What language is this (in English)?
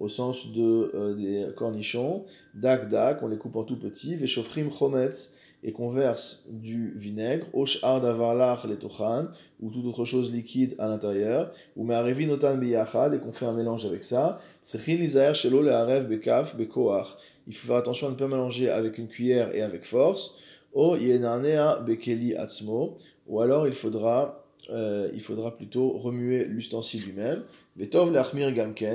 French